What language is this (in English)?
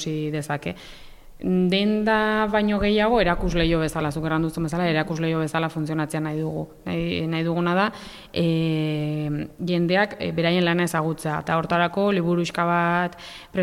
Basque